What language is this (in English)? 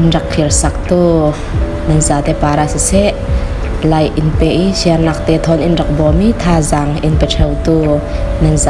Falam Chin